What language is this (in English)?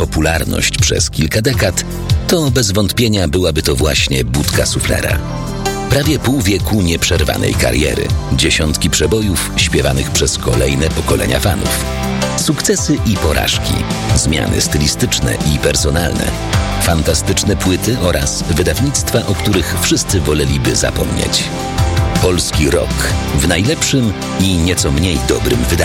Polish